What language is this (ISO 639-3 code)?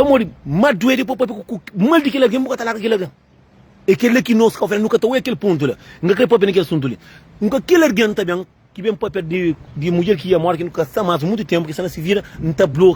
kea